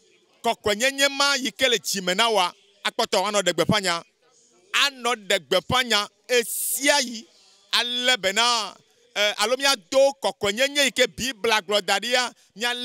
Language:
Ewe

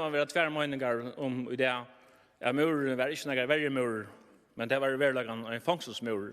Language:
Faroese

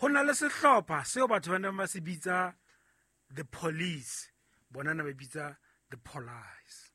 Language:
Southern Sotho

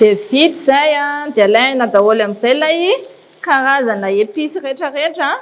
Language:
Malagasy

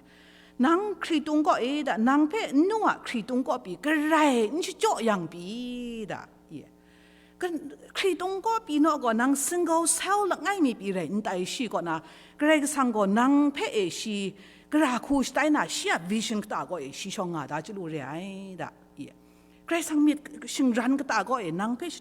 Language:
Kachin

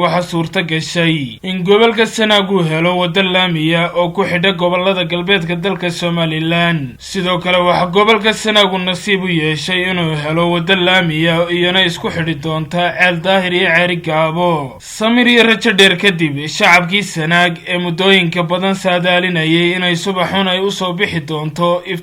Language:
Somali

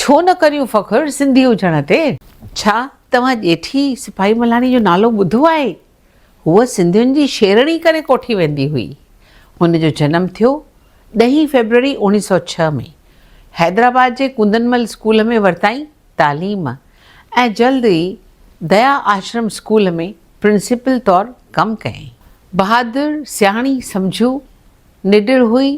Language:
Sindhi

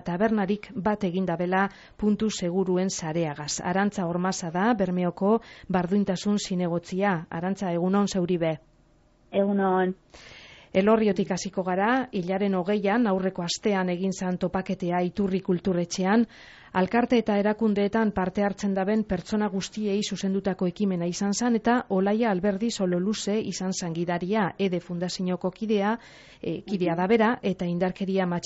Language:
Basque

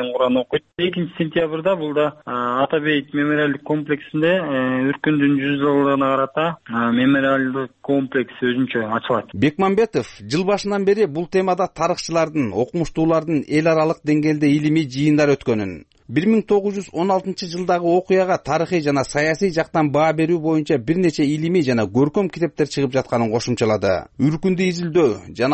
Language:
Kyrgyz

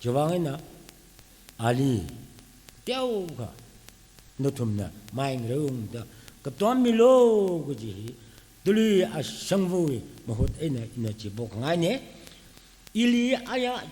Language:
Tangkhul Naga (India)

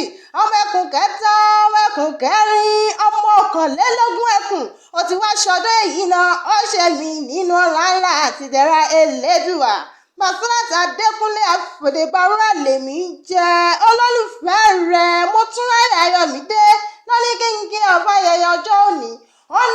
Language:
Yoruba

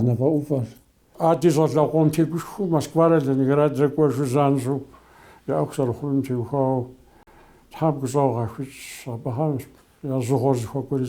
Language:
Kabardian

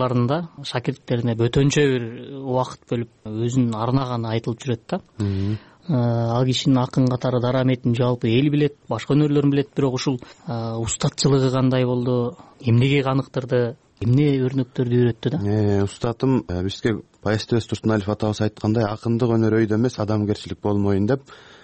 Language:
Kyrgyz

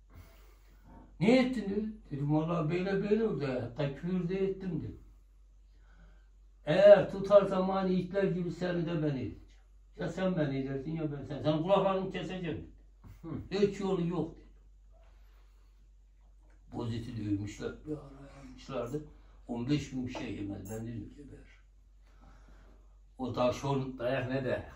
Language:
Turkish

